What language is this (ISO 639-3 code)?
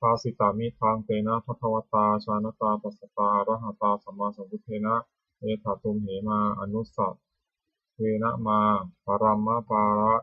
pli